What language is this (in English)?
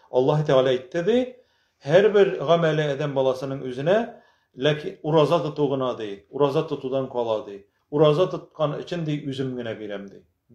Tatar